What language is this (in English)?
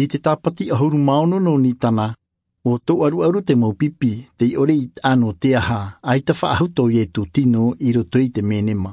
Tahitian